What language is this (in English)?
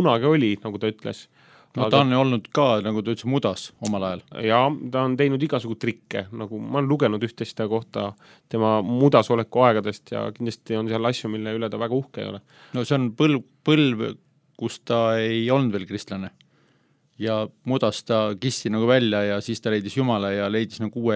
Estonian